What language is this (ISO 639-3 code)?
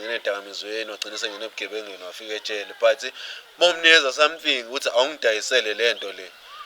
zul